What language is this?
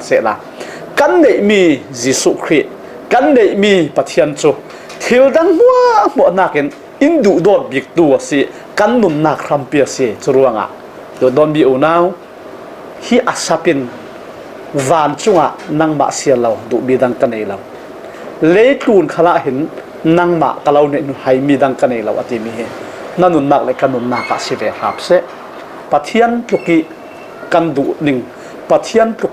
Falam Chin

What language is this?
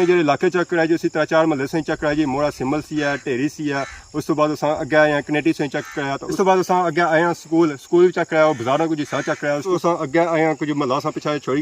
Pahari-Potwari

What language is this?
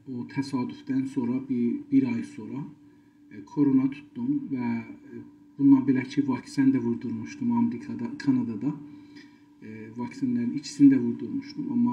South Azerbaijani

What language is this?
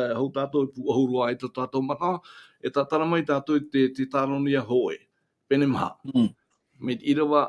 Tahitian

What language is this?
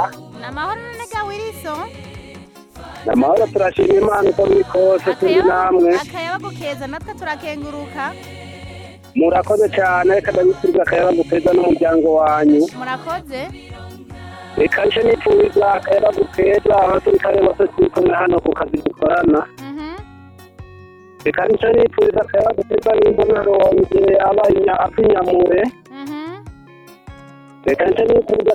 Rundi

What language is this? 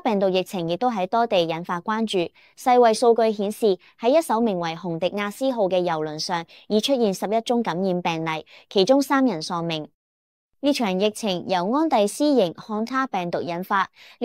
Cantonese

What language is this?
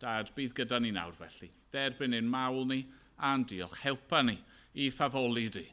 Welsh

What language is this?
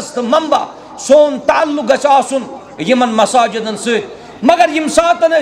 Kashmiri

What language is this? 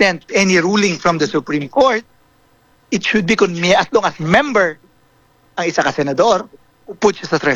Hiligaynon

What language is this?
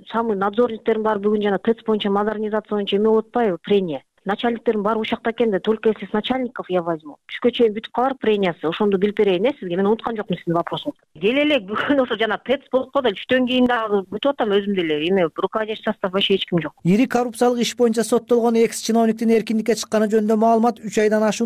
Kyrgyz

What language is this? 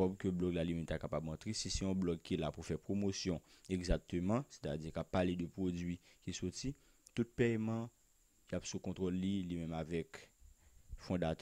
Haitian Creole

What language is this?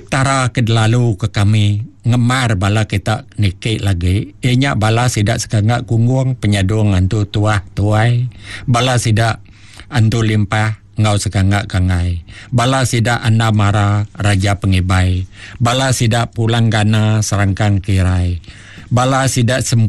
Iban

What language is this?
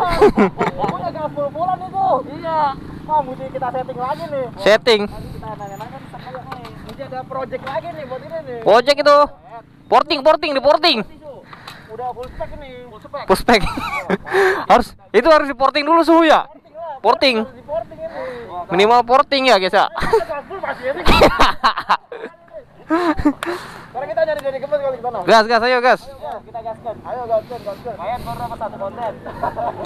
Indonesian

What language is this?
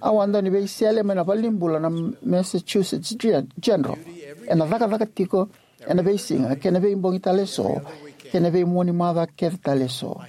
Fijian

